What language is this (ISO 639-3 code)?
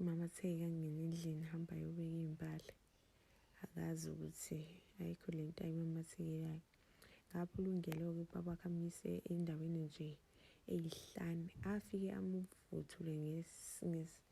zul